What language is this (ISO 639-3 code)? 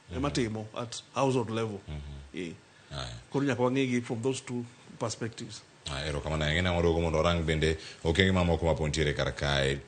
luo